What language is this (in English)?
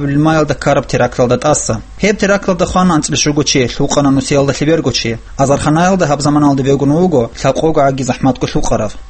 Avaric